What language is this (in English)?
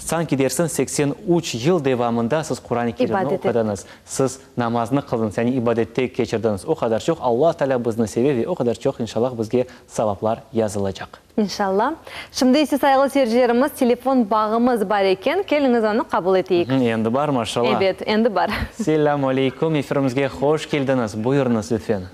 Crimean Tatar